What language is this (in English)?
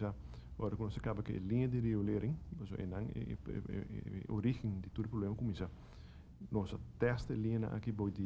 Papiamento